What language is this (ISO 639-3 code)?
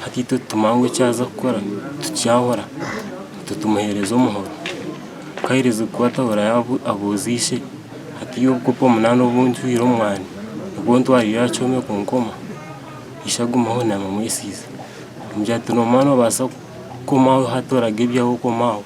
nyn